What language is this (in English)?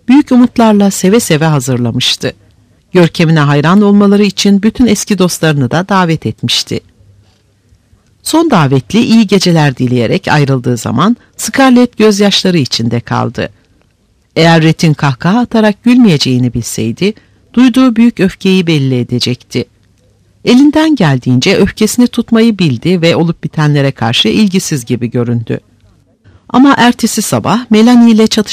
Turkish